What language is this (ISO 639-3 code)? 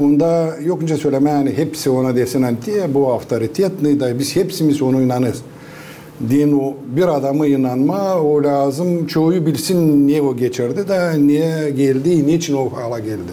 gag